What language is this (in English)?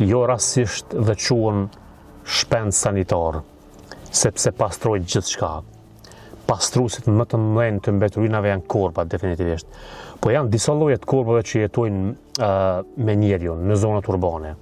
Albanian